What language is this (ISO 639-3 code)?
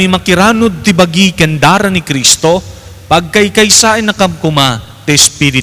ilo